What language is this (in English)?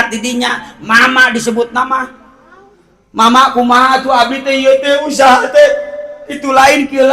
Sundanese